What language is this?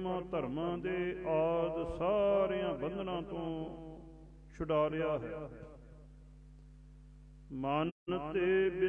Punjabi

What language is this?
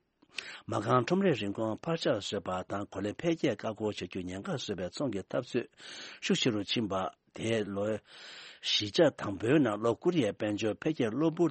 Tibetan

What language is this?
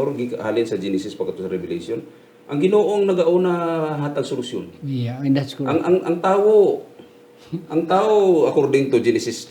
Hiligaynon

